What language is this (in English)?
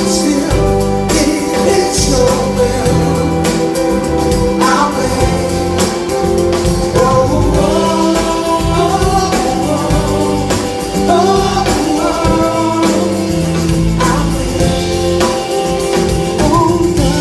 English